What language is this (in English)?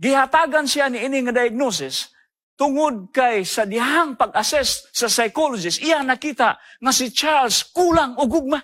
Cebuano